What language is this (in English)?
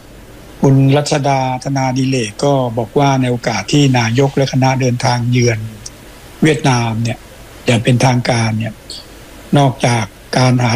Thai